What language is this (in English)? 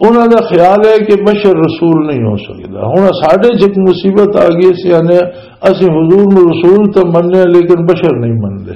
Western Panjabi